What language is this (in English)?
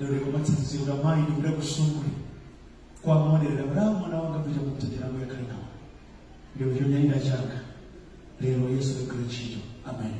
Nyanja